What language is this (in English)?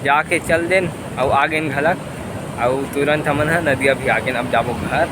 Chhattisgarhi